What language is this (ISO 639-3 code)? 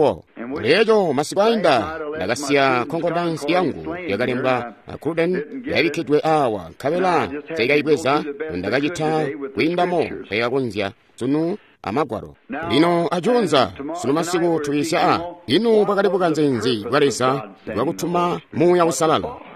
toi